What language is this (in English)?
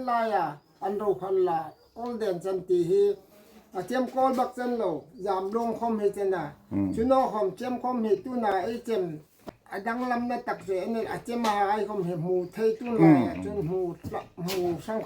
Hmar